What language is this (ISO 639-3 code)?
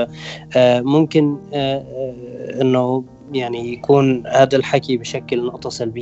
apc